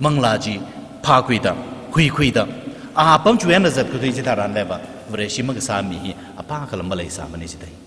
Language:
Tangkhul Naga (India)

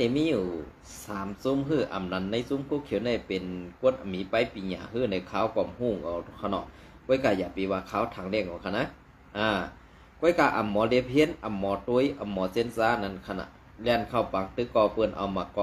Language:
Shan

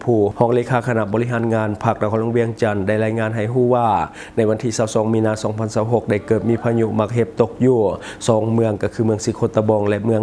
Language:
Lao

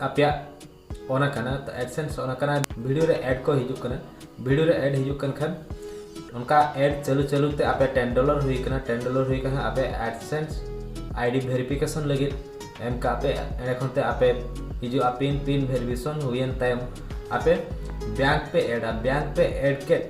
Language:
Santali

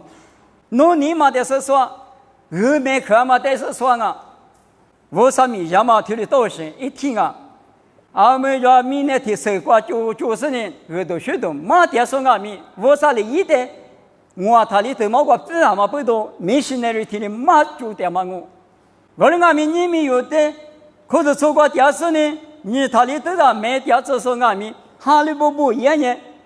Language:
Lisu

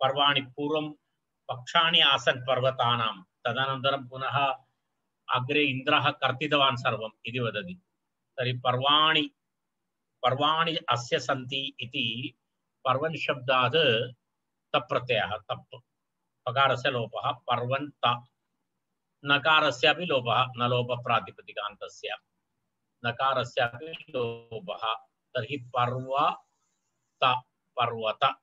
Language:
Sanskrit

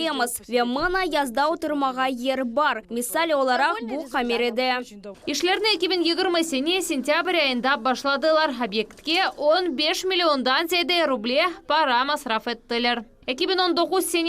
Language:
Crimean Tatar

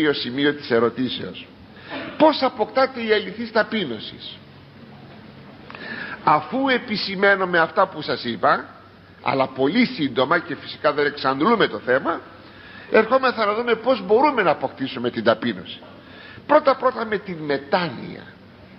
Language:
Greek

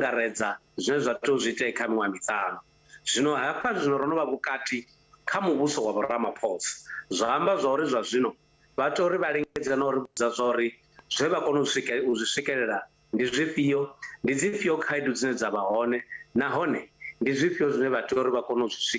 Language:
Venda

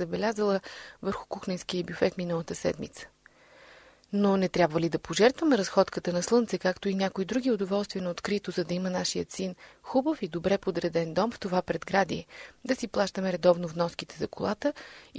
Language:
Bulgarian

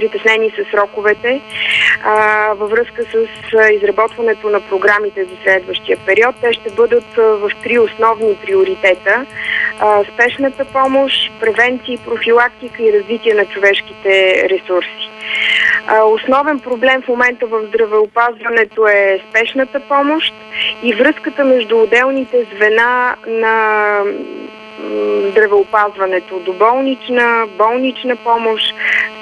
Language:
Bulgarian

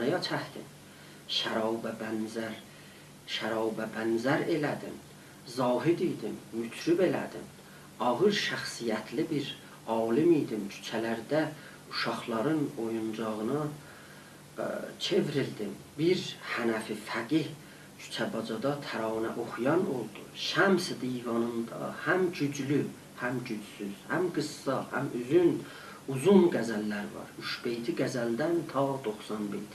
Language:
South Azerbaijani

